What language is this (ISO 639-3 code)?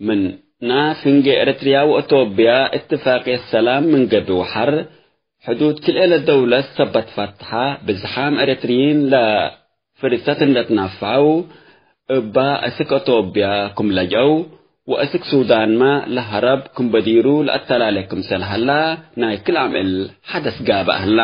tig